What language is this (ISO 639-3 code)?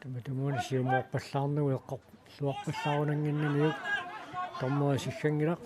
kal